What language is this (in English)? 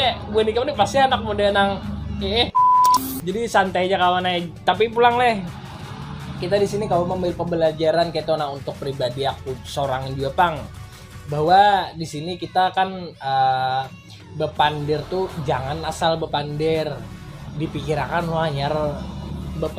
Banjar